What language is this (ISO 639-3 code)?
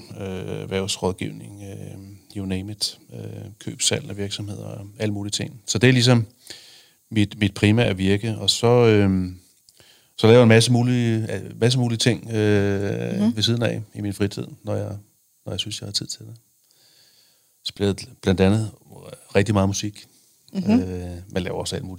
dan